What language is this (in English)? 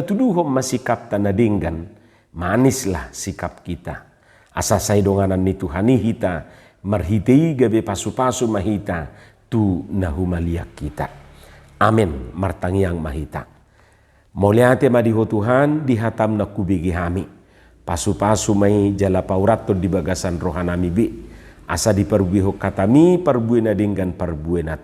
Batak Toba